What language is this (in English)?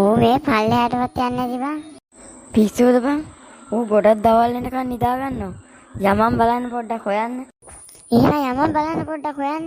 Sinhala